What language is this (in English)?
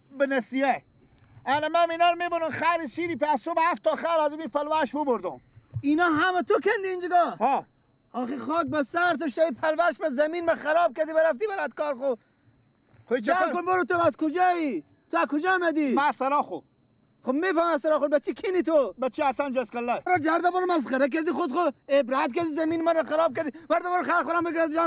Persian